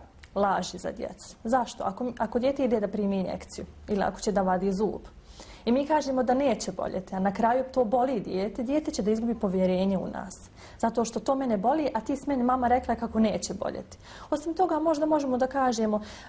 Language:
Bosnian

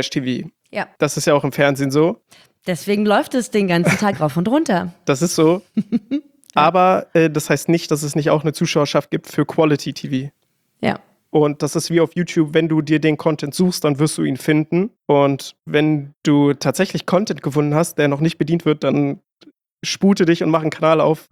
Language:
German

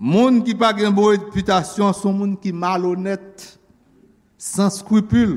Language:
Haitian Creole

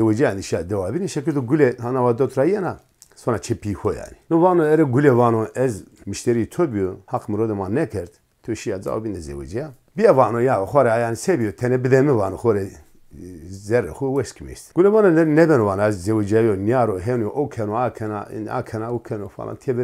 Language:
Zaza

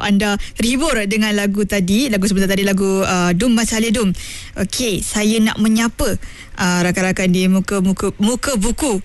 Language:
Malay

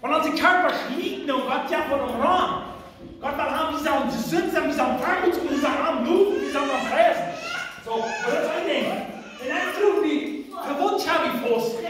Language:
Plautdietsch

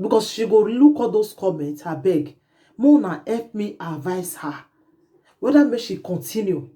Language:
Nigerian Pidgin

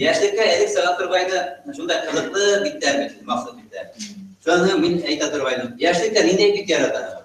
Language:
Bashkir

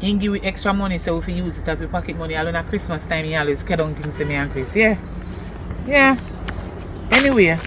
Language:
Jamaican Creole English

